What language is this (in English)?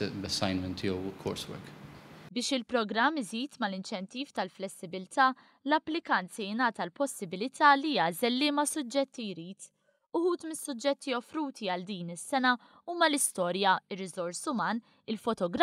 Maltese